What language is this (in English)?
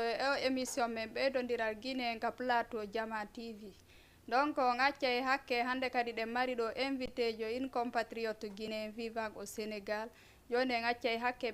Fula